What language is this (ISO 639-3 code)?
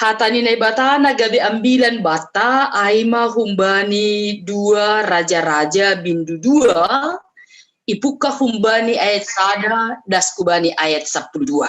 bts